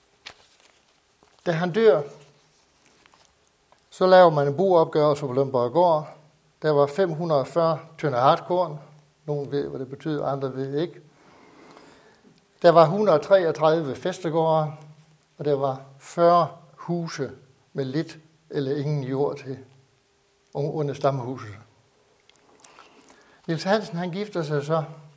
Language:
Danish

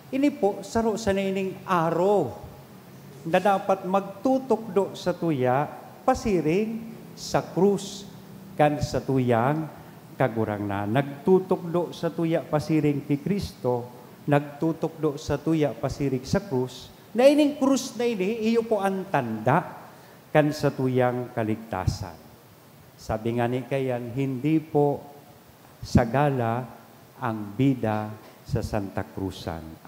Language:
Bikol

